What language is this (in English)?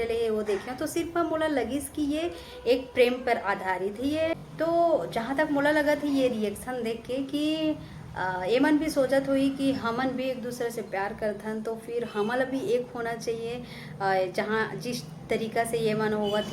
Chhattisgarhi